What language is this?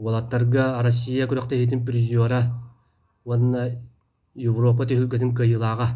Yakut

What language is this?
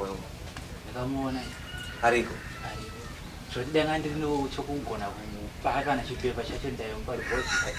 Shona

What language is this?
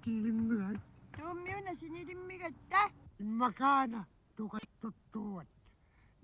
Kalaallisut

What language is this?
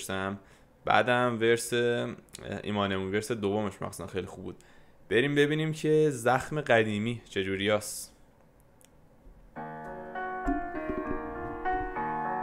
Persian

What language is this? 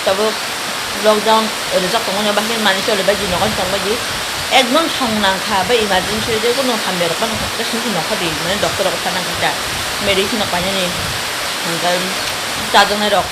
Kok Borok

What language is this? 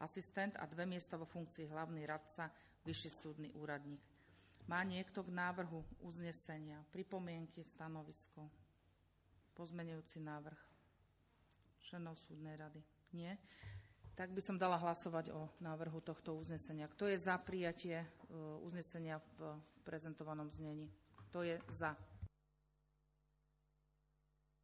Slovak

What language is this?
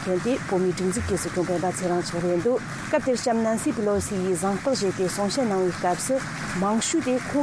Tibetan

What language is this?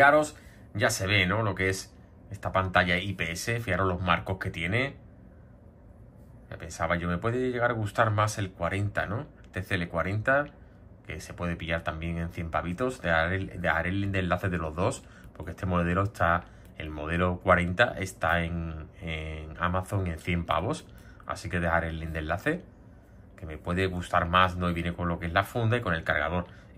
Spanish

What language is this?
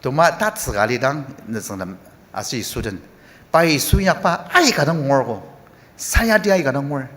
Ao Naga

